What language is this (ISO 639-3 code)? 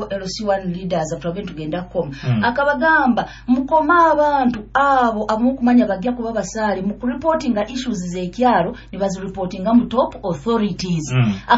nyo